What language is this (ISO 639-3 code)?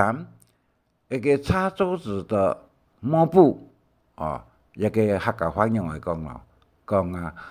hak